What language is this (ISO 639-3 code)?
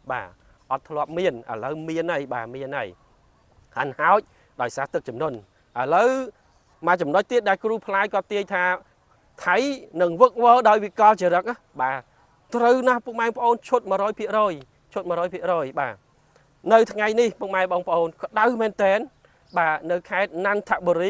khm